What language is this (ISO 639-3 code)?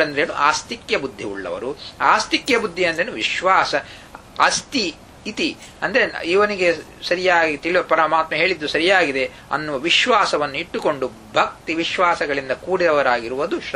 kan